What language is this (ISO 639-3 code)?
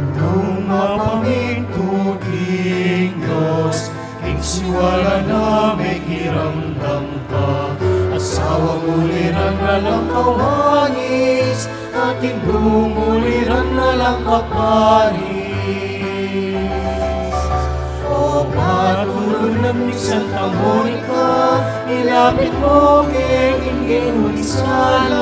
pam